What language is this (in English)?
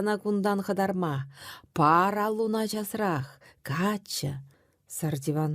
Chuvash